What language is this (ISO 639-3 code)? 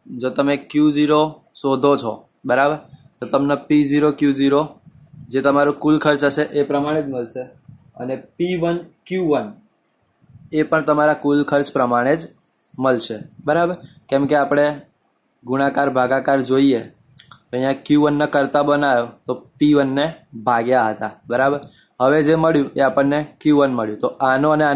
guj